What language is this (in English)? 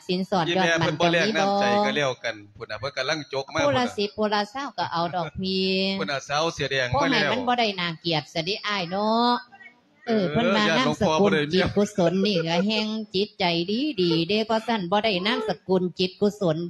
Lao